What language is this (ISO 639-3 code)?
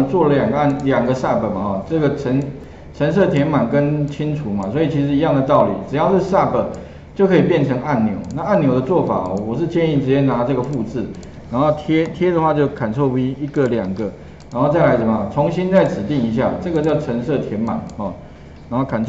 zho